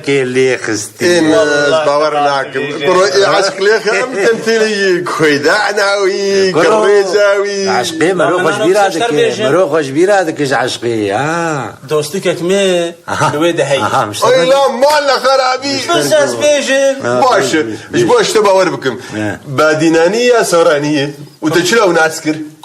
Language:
Kurdish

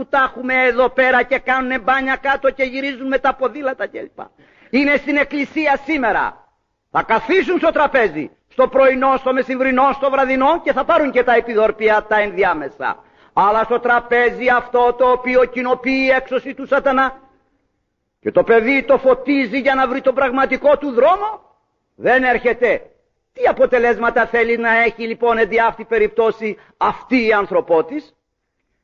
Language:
Greek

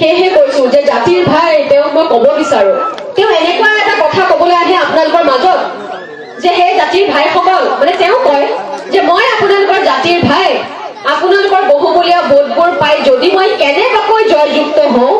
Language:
Assamese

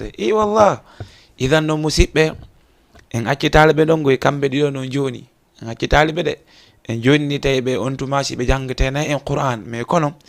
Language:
Fula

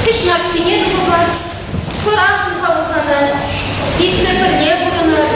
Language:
Chuvash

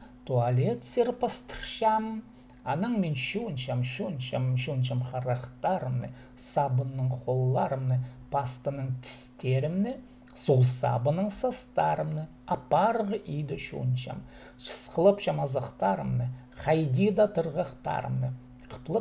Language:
Khakas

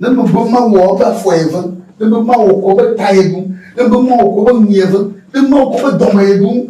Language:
Ewe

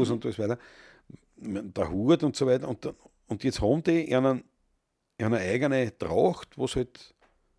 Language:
Bavarian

